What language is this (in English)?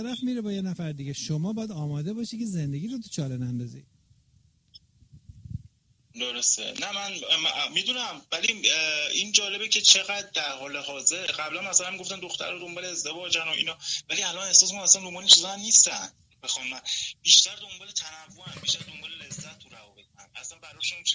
Persian